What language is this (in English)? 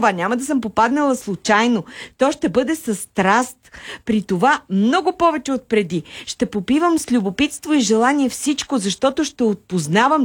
Bulgarian